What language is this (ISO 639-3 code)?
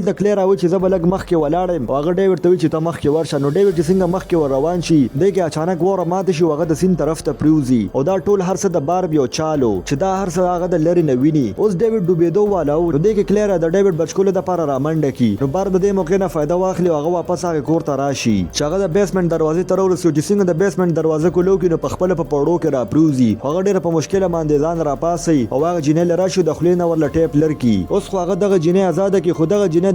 pus